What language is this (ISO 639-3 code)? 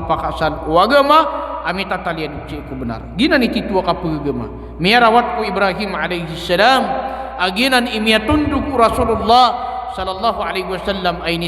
mrw